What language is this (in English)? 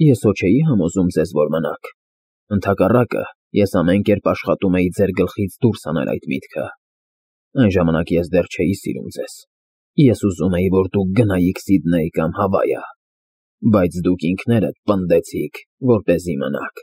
Armenian